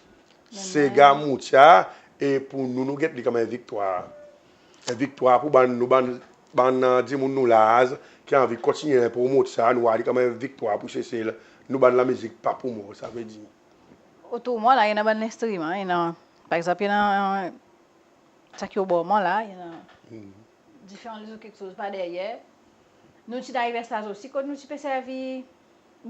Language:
Seselwa Creole French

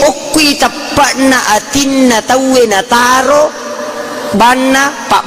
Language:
Buginese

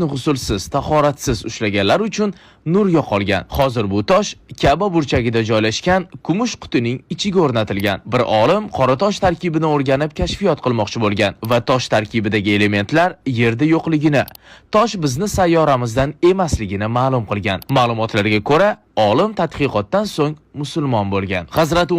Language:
Uzbek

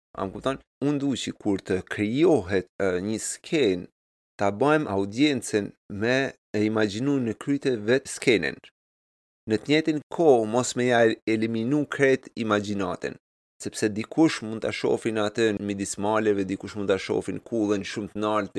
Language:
Albanian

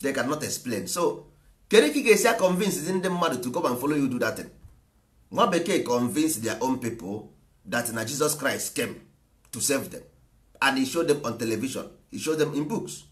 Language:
Igbo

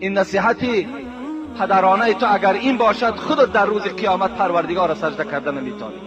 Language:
Tajik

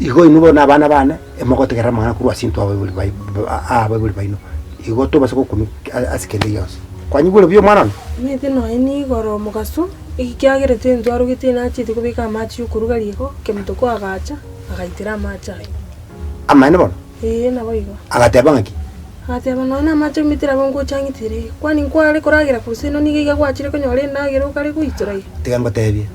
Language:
Gusii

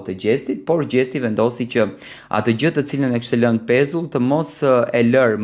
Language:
Albanian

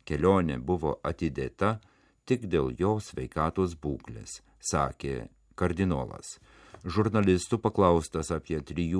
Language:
Lithuanian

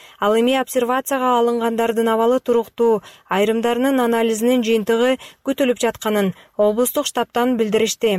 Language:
Kyrgyz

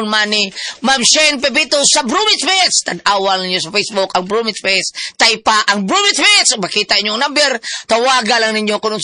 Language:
Cebuano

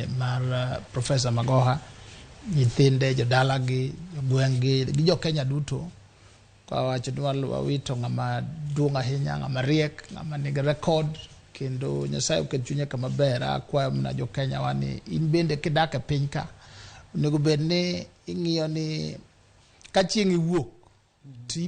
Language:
Luo (Kenya and Tanzania)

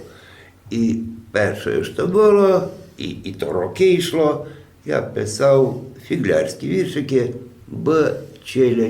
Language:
Rusyn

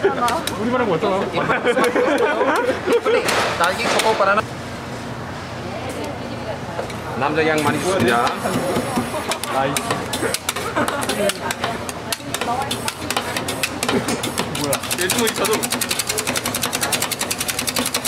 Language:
Korean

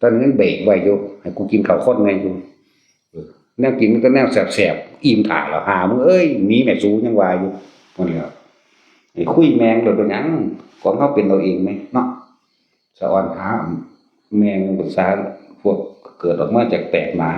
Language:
Northeastern Thai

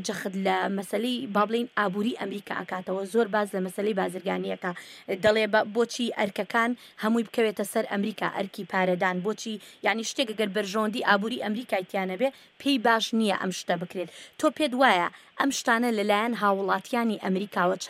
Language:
Central Kurdish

